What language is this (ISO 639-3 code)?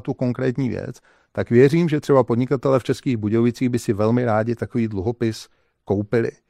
ces